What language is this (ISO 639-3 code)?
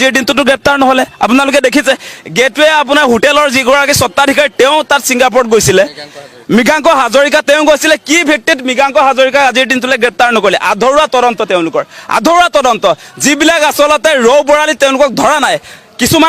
asm